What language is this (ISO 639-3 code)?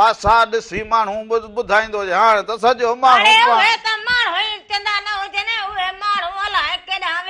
snd